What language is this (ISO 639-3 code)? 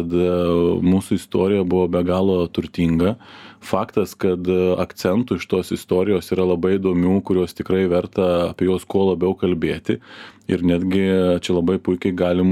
lit